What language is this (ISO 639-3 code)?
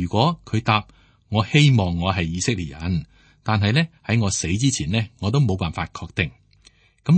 yue